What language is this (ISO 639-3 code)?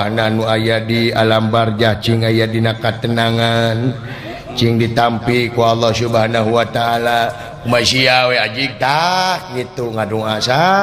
sun